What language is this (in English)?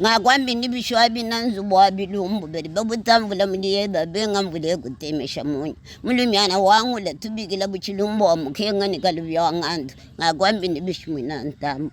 Luba-Lulua